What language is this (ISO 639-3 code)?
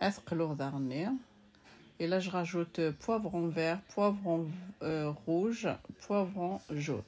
kab